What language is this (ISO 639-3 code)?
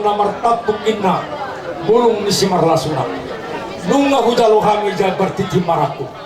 bbc